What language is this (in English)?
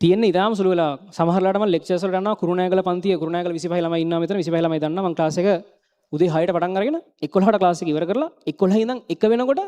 Sinhala